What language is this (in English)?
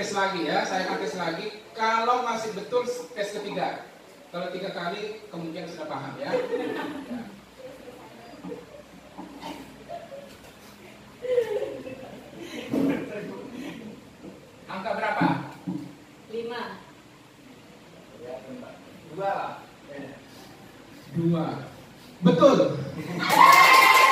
Indonesian